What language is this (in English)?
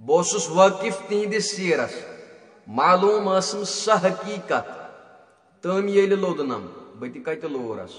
Kashmiri